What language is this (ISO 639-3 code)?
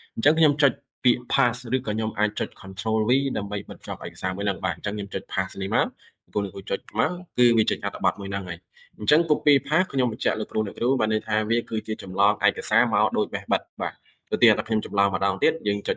khm